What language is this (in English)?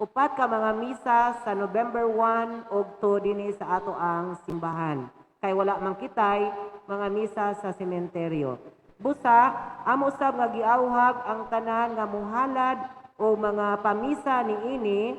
Cebuano